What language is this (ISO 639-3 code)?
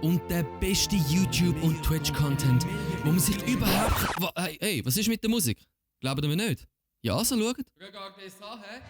gsw